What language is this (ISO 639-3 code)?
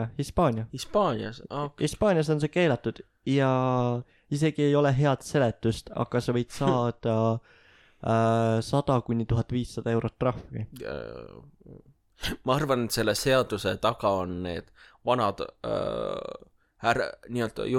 est